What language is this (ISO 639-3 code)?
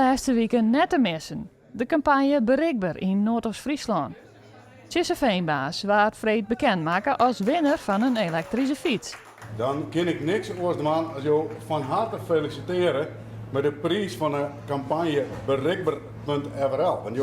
fry